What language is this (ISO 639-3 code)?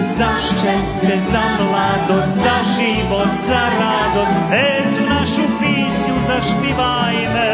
rue